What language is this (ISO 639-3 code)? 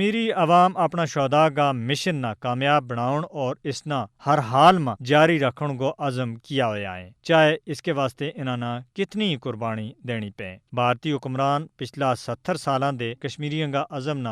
gju